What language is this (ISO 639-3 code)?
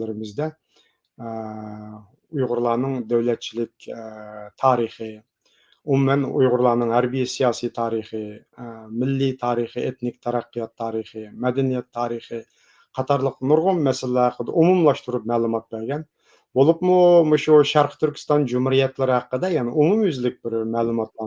uig